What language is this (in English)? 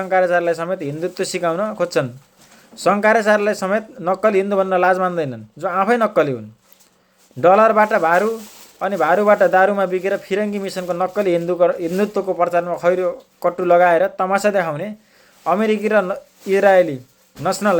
Nepali